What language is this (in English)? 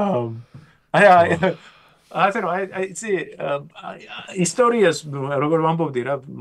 Georgian